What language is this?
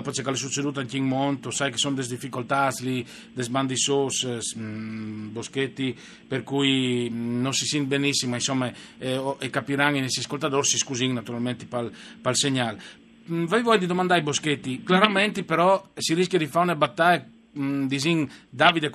Friulian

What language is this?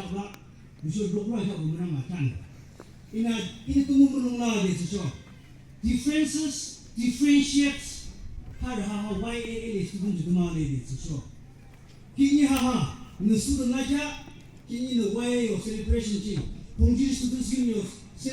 Naga Pidgin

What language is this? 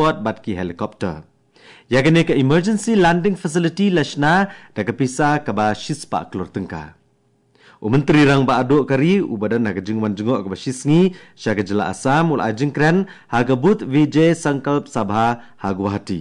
Khasi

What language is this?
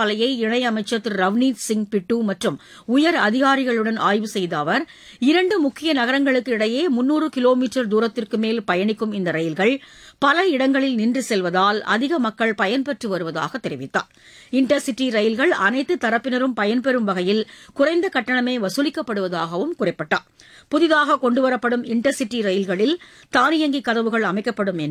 Tamil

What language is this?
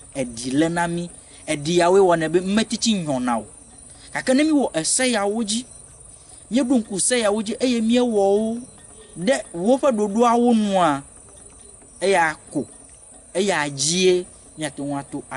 Ewe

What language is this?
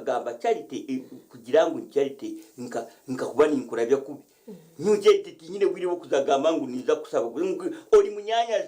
Nyankole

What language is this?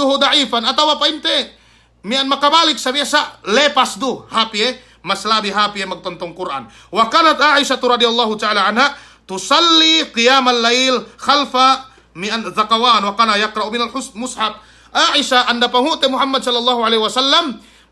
Yakan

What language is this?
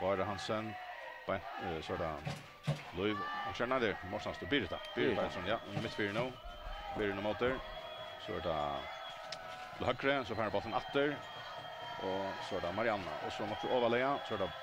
Faroese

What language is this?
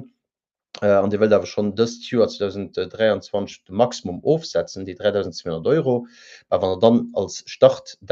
Luxembourgish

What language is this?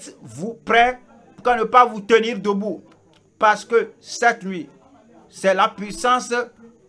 French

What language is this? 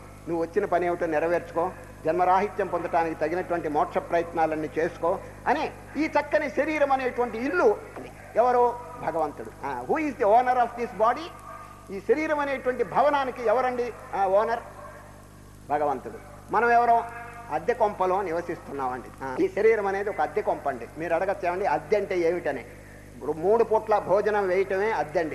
Telugu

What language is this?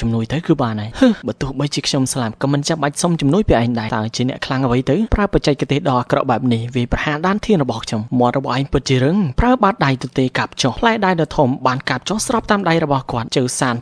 Khmer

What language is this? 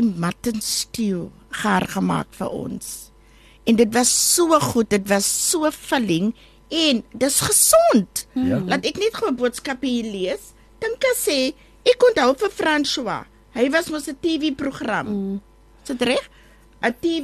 Afrikaans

